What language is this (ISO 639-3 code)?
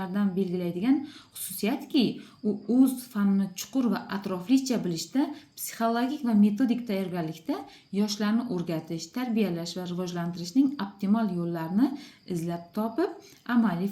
uzb